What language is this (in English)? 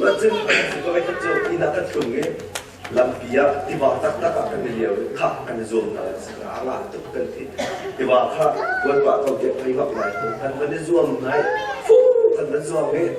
Hakha Chin